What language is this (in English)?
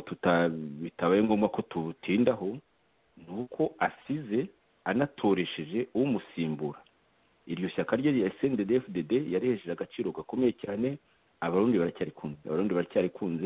Kinyarwanda